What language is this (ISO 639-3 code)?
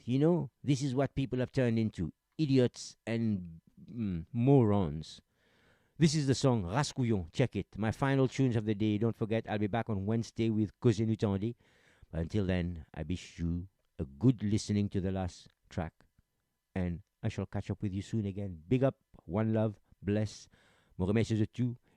mfe